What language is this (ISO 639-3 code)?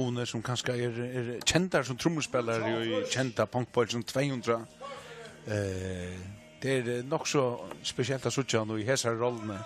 fao